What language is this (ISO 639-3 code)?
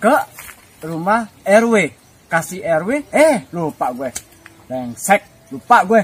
bew